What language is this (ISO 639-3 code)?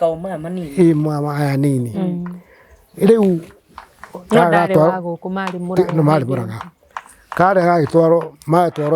kik